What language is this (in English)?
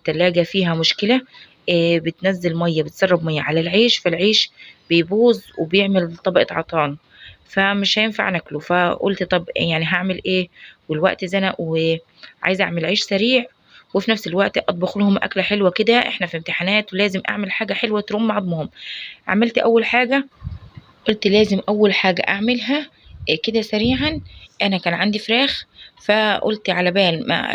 Egyptian Arabic